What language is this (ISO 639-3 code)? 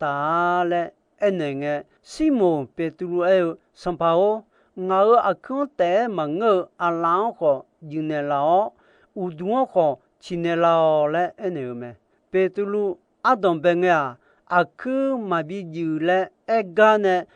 ahk